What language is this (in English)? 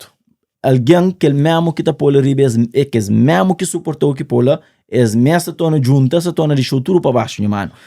Kabuverdianu